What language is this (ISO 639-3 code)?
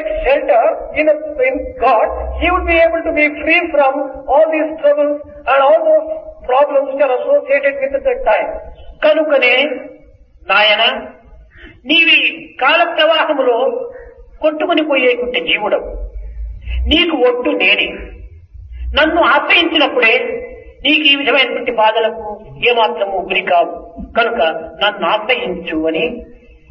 tel